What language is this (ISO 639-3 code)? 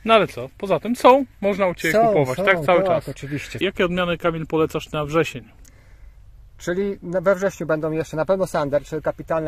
pol